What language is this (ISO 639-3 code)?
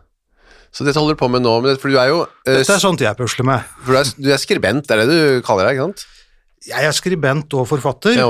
nor